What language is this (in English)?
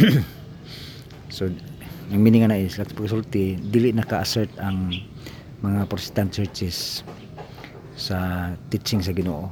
Cebuano